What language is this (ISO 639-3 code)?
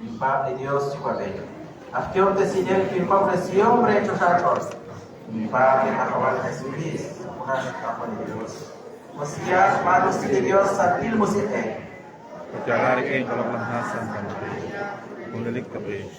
kek